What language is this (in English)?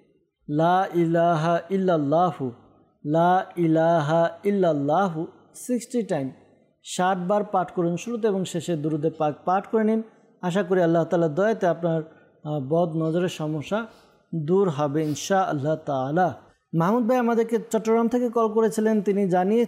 Bangla